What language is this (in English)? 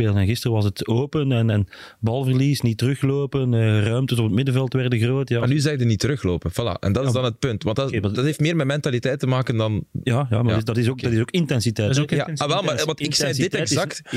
Dutch